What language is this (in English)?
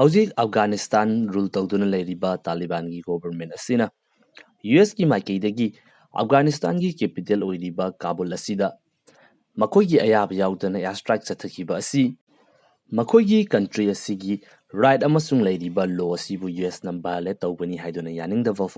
Manipuri